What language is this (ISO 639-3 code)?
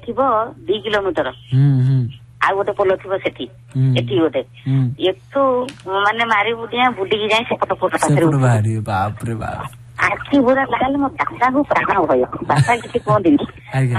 ori